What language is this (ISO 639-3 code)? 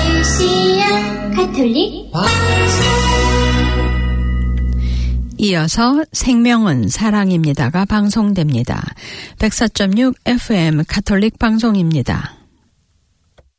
kor